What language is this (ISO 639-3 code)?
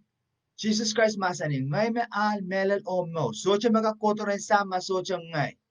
pon